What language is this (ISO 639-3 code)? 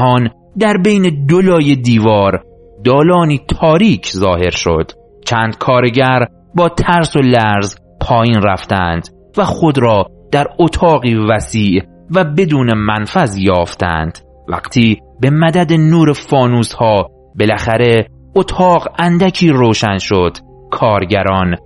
fas